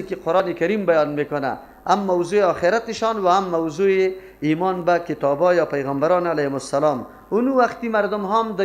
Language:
Persian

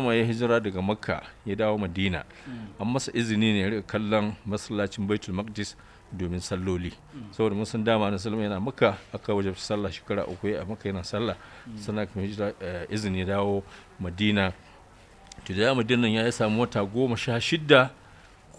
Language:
Hausa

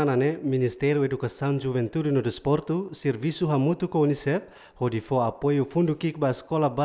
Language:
Tetum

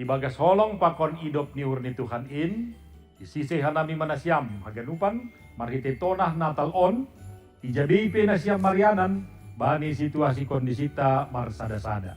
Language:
Batak Simalungun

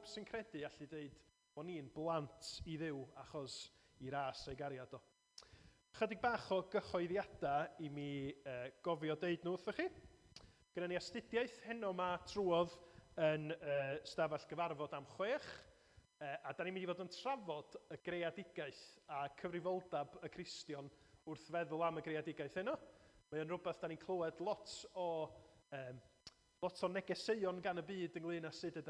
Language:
Welsh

